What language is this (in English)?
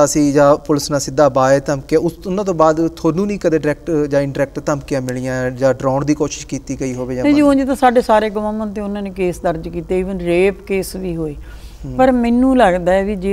Punjabi